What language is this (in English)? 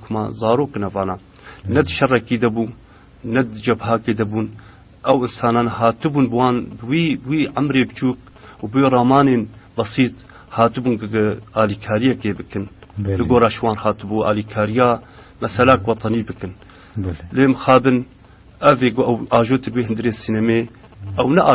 Kurdish